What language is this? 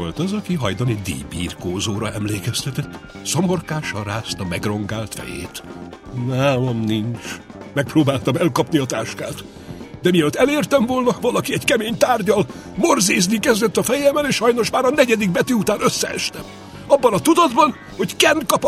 Hungarian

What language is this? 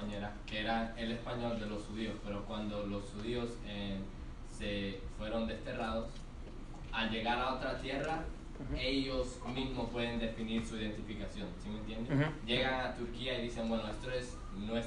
Ladino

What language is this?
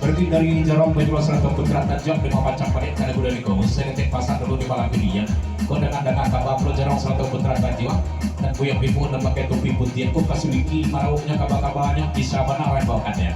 Minangkabau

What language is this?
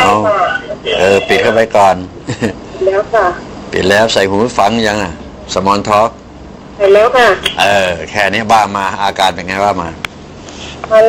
Thai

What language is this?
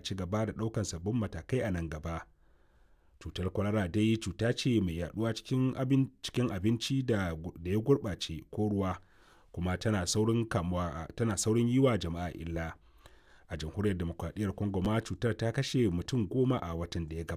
Hausa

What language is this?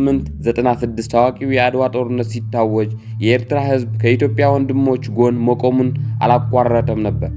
Amharic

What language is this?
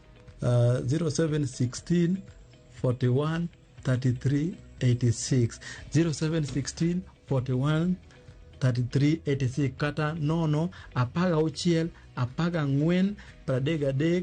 Luo (Kenya and Tanzania)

